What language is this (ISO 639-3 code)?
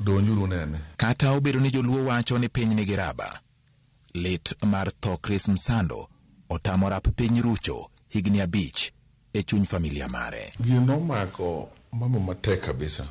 luo